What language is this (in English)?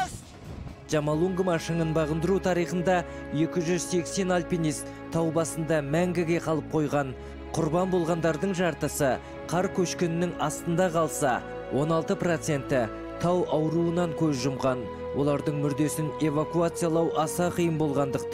Kazakh